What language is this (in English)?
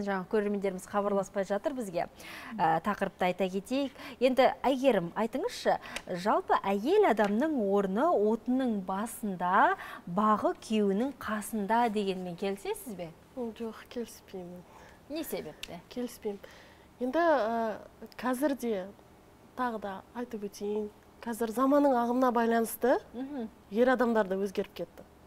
Kazakh